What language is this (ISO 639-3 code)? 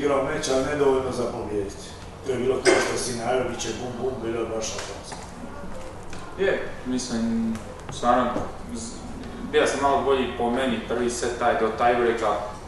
hrv